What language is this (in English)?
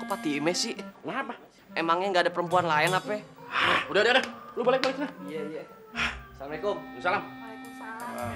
Betawi